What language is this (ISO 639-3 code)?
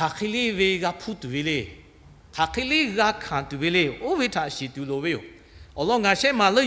lhu